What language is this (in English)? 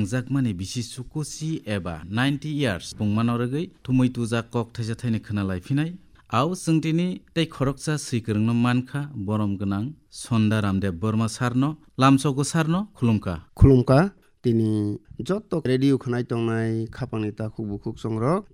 Kok Borok